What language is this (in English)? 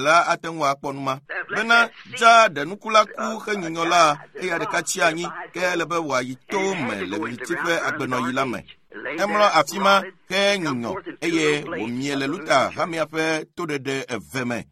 Ewe